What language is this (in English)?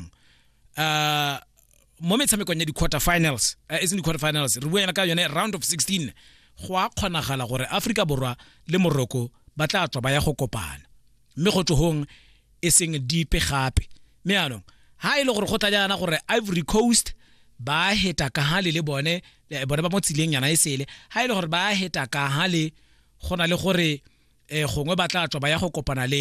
Tswana